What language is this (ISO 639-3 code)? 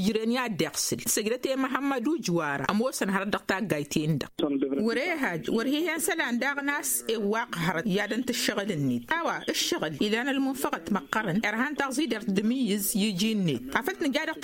taq